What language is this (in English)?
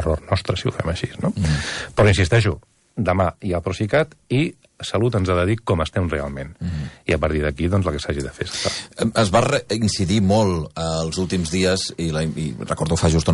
Catalan